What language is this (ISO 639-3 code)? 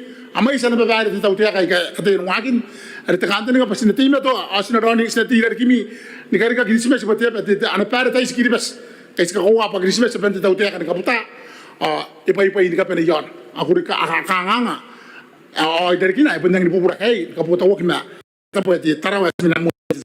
gil